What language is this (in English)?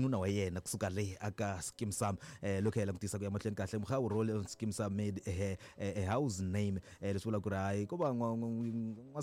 Tsonga